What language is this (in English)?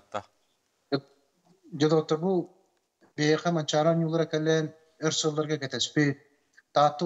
Yakut